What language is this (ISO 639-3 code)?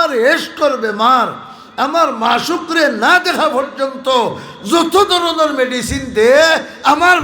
syl